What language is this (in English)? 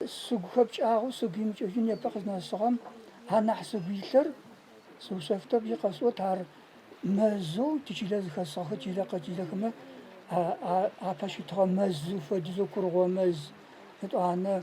Adyghe